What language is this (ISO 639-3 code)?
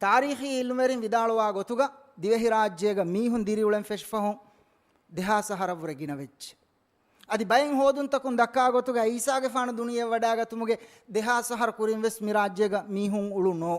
div